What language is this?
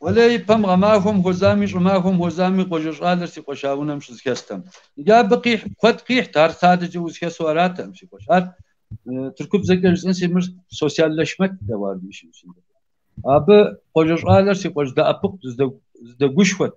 Kabardian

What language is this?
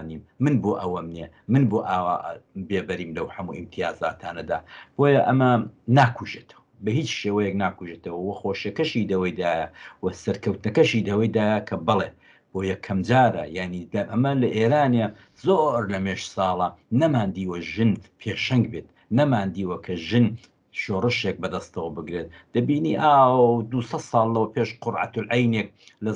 Central Kurdish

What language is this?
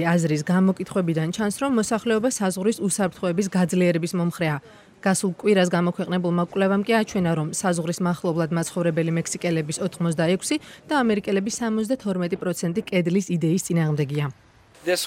Georgian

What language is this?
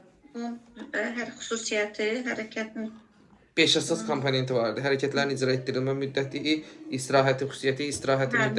Azerbaijani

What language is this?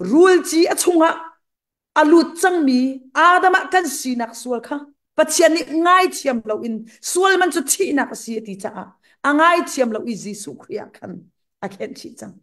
Hakha Chin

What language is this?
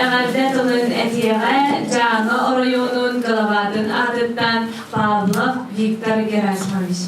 Yakut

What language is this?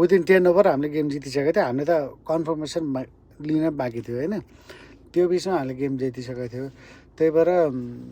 Nepali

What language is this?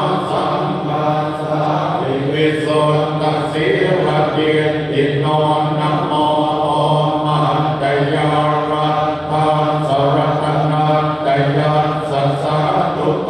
Pali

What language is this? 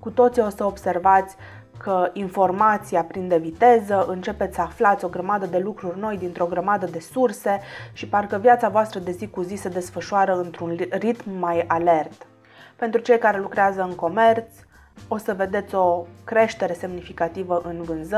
Romanian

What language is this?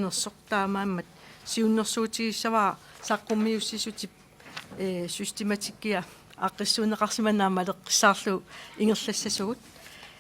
Kalaallisut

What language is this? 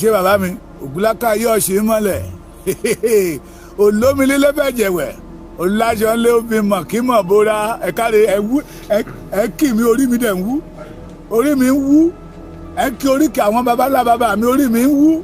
Yoruba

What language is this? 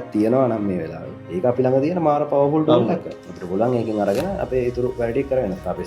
Sinhala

